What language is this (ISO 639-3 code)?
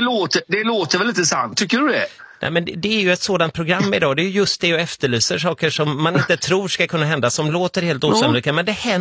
swe